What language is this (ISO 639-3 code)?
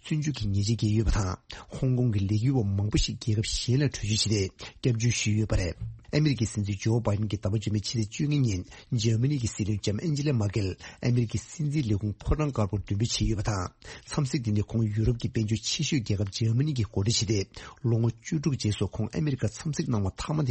bod